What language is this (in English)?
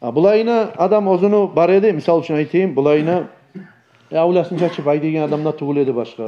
Kumyk